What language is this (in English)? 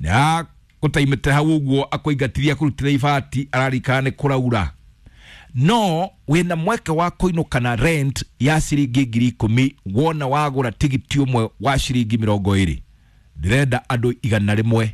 Kikuyu